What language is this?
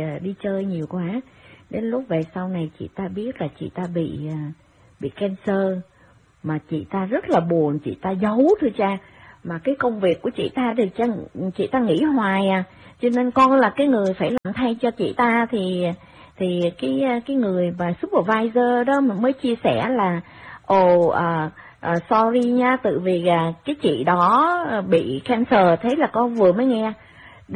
Vietnamese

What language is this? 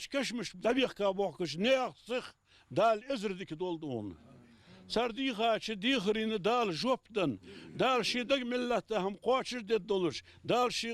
Ingush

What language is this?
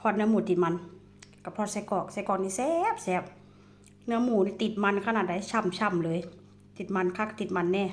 Northeastern Thai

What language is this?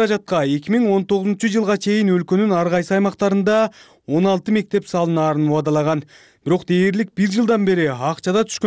Kyrgyz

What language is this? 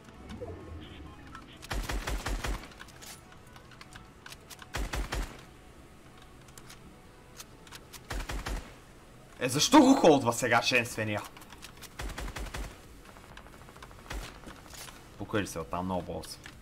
Bulgarian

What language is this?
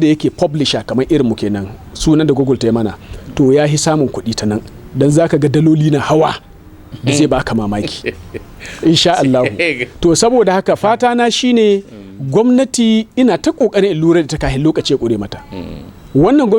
Hausa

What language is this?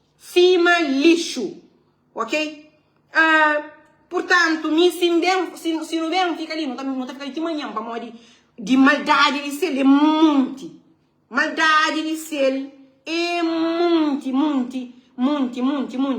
Kabuverdianu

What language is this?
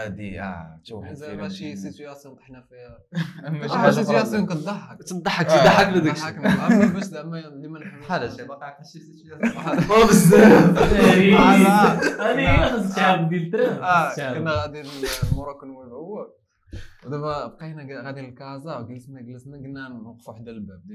Moroccan Arabic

